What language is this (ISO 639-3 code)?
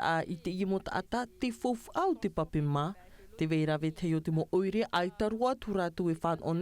tah